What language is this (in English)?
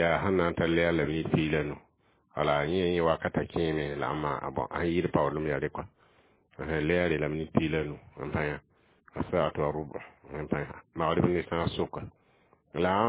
Mossi